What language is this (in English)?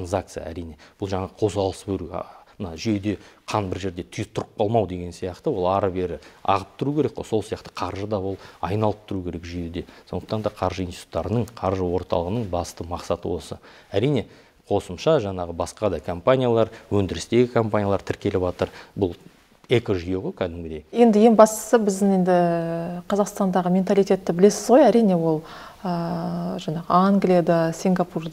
Kazakh